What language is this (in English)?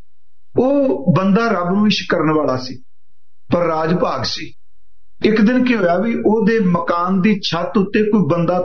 Punjabi